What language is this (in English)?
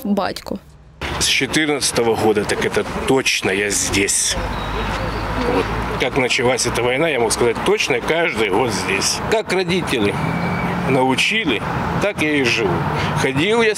Ukrainian